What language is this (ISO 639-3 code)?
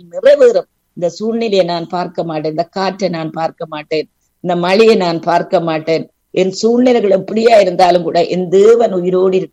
tam